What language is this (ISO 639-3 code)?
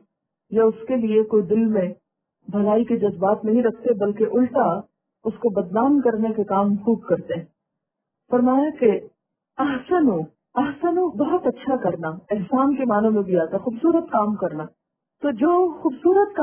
urd